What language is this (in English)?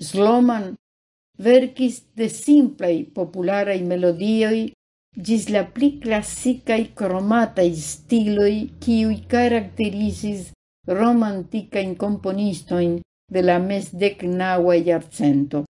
Esperanto